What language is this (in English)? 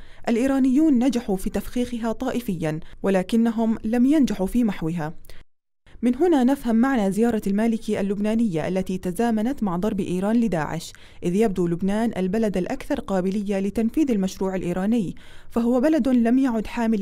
Arabic